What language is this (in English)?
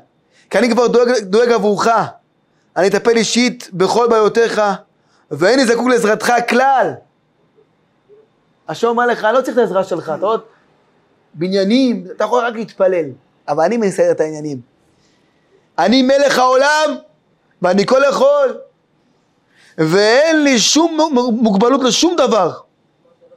Hebrew